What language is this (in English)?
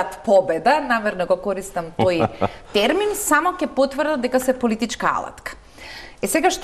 Macedonian